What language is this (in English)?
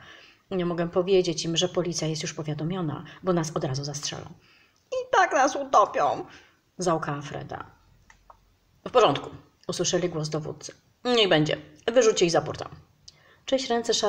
Polish